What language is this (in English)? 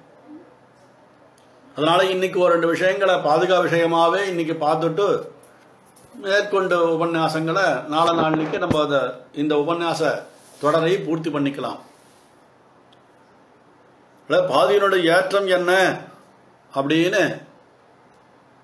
Tamil